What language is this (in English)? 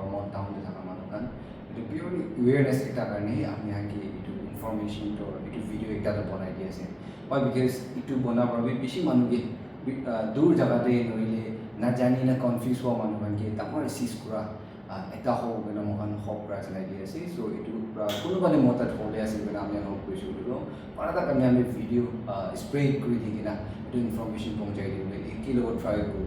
Naga Pidgin